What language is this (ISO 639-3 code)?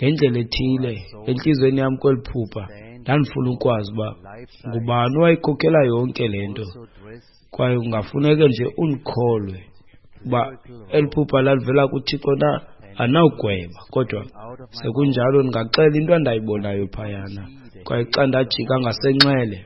xho